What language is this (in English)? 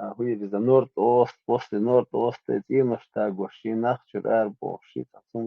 Chechen